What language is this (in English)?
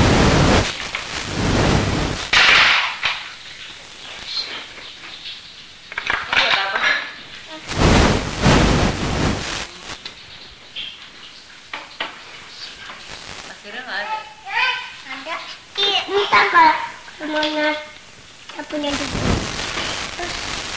Indonesian